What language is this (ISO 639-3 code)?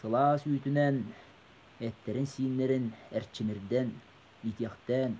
sah